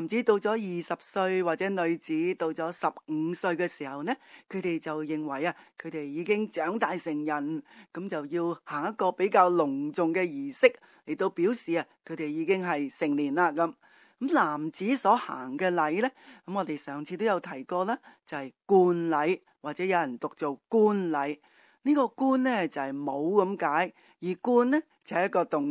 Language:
Cantonese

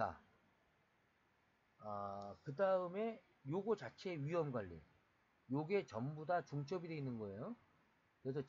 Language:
Korean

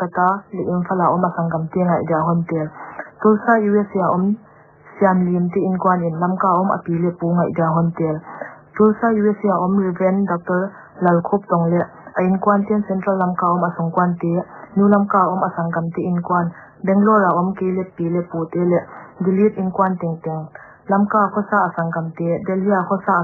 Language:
Paite Chin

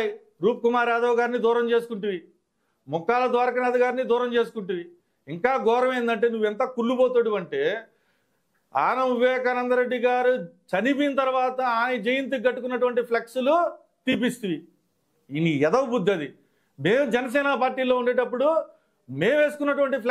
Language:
Telugu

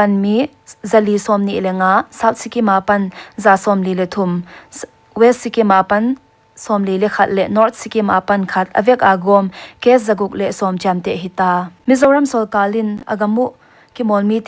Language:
Paite Chin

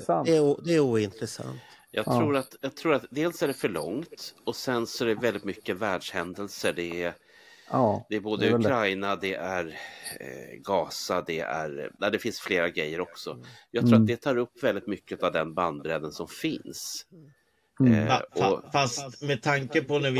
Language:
Swedish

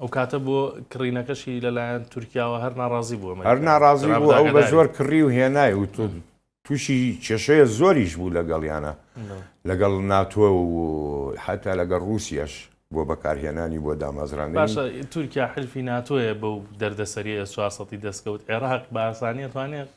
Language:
Central Kurdish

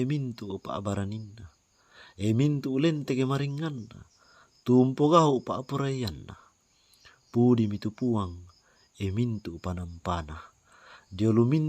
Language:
Toraja-Sa'dan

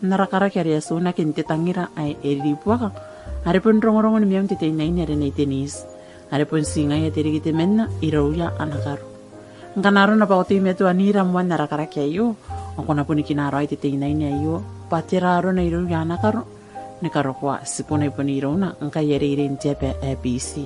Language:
Gilbertese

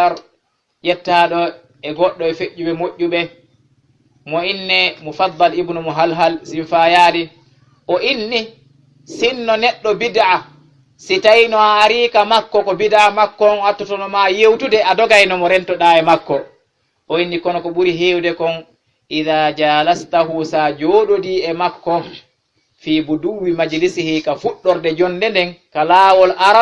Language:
Fula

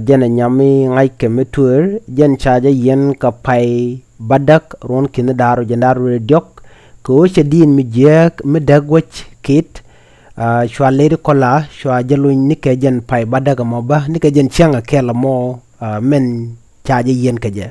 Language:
Nuer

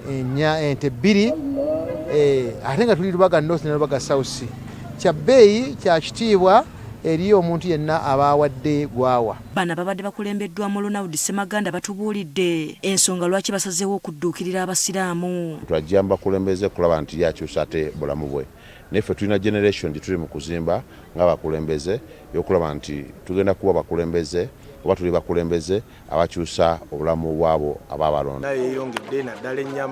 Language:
Ganda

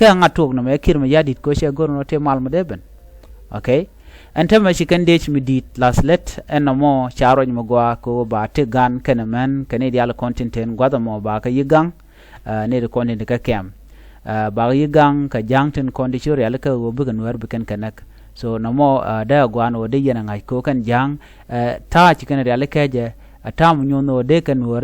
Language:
Nuer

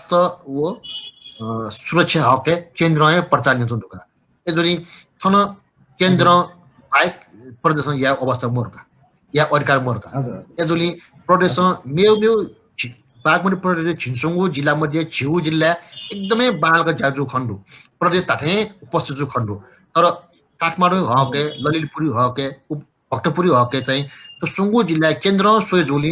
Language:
Newari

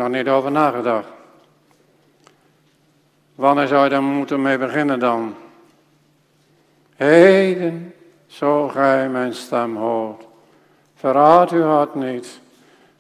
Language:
Dutch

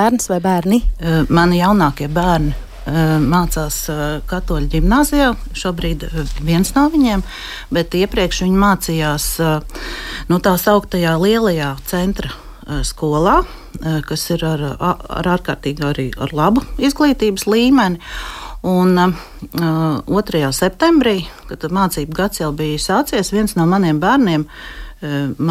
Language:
Latvian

